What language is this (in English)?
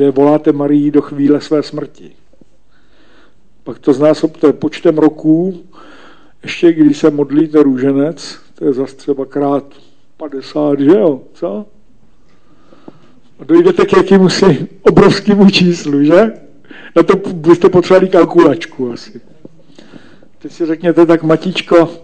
Czech